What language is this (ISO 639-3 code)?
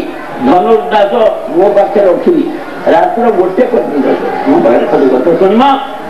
ori